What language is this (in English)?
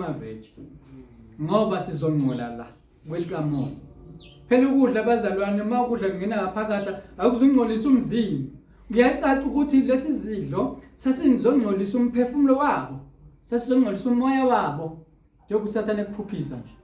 Zulu